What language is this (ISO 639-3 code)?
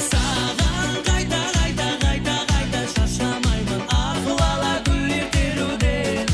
kaa